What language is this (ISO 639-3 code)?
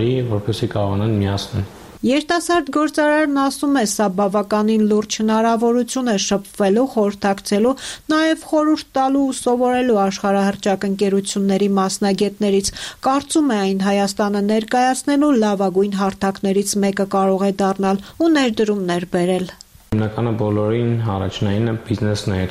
hye